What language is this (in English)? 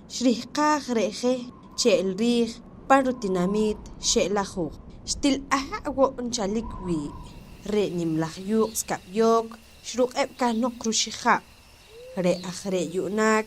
Poqomchi'